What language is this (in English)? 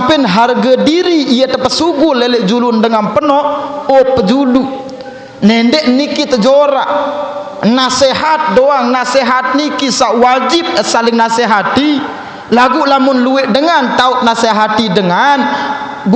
Sasak